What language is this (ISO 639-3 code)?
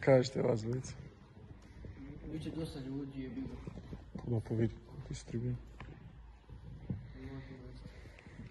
hrv